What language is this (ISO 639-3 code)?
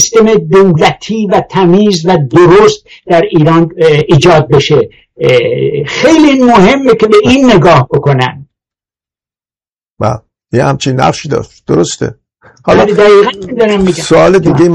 fas